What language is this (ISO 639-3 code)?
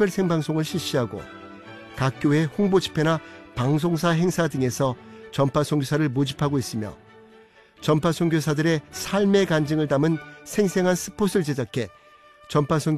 kor